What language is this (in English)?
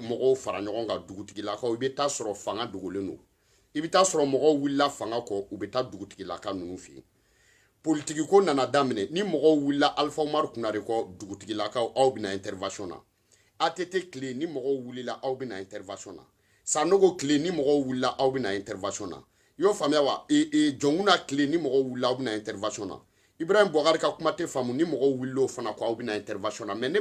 Bambara